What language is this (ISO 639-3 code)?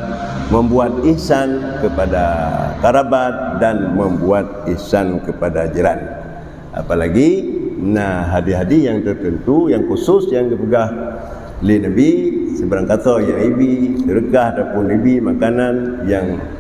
ace